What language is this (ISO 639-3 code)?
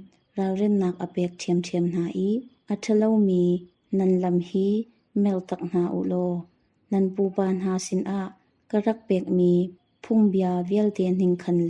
cnh